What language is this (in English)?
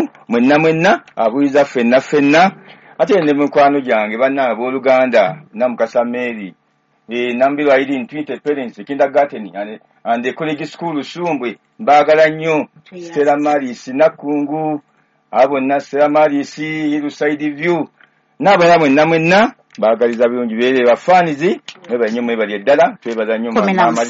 Ganda